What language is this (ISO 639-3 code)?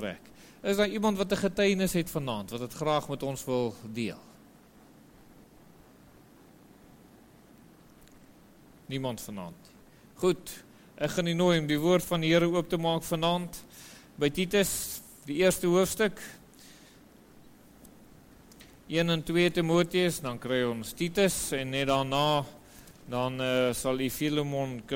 afr